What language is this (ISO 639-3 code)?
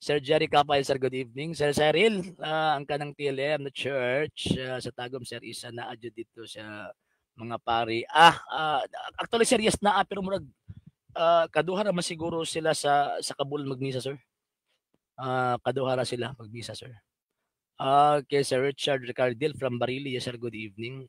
ceb